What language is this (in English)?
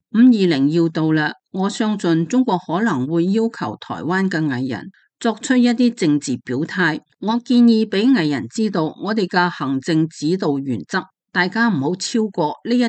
Cantonese